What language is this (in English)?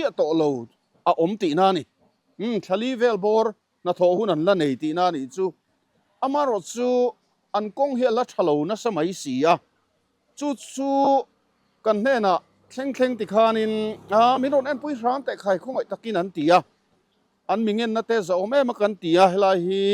Mizo